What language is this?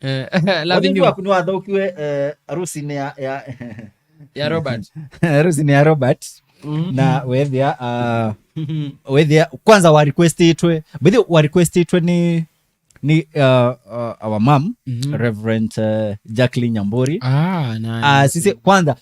Kamba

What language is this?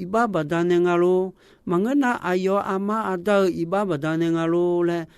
Akha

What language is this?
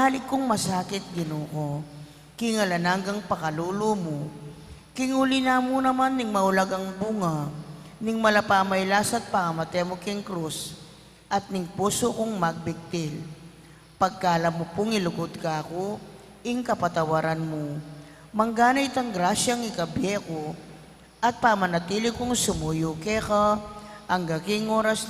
Pampanga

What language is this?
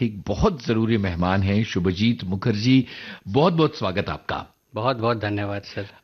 Hindi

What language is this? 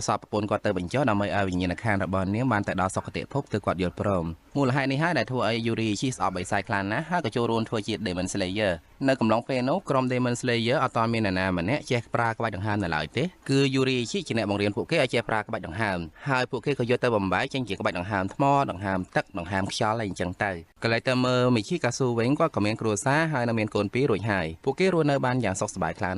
Khmer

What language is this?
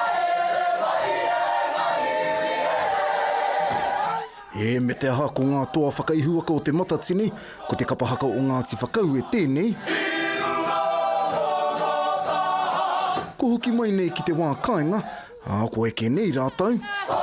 Māori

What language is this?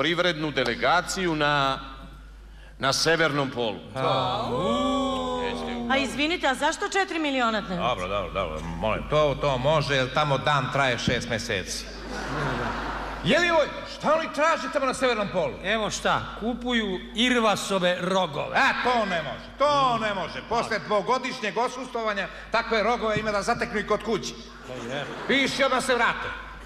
Serbian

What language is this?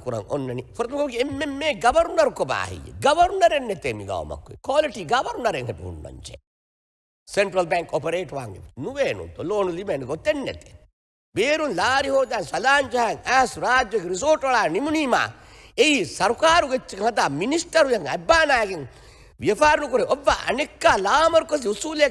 Divehi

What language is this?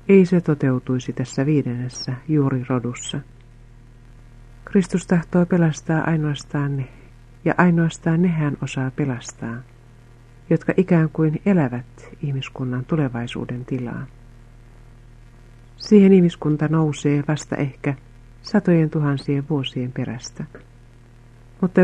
Finnish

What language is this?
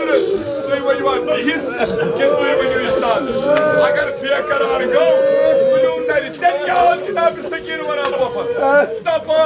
Kashmiri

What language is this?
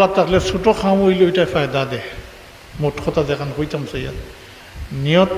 Sylheti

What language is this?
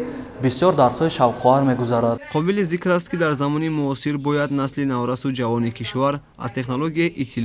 Tajik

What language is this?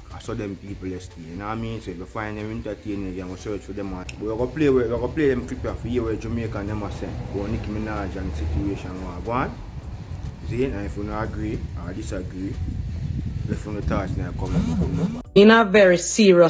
Jamaican Creole English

